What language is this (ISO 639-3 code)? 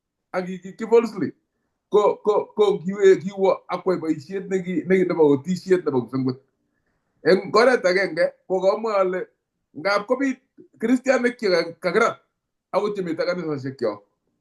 kln